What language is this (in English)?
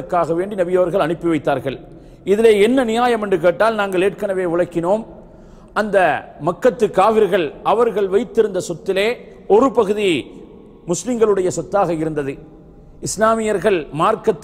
Tamil